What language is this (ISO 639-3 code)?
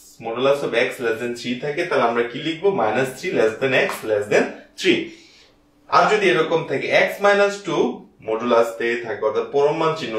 ben